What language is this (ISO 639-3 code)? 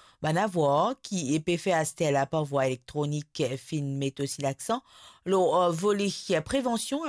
mfe